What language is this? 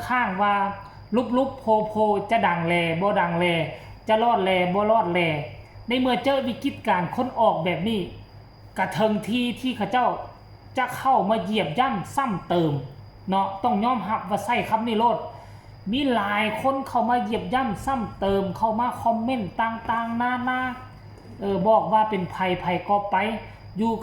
Northeastern Thai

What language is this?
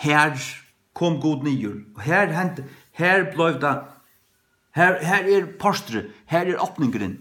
Faroese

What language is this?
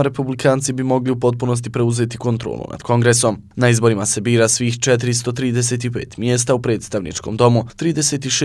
Bosnian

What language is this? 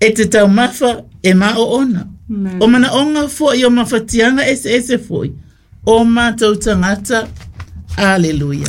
Samoan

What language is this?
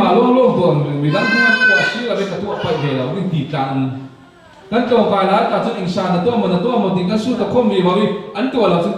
Falam Chin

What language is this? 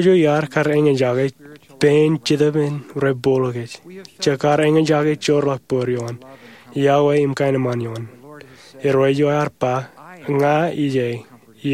Marshallese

